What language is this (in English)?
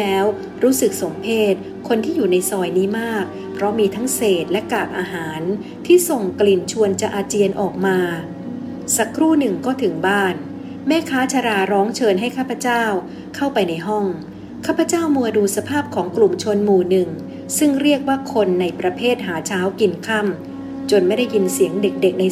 Thai